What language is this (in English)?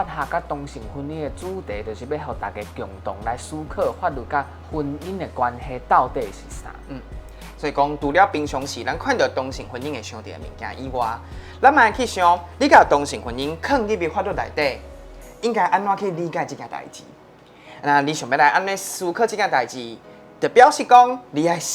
Min Nan Chinese